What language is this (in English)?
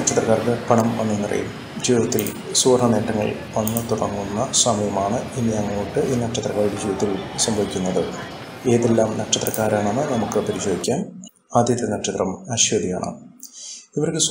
Malayalam